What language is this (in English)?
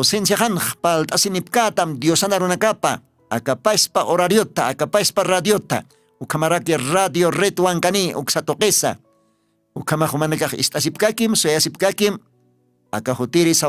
Aymara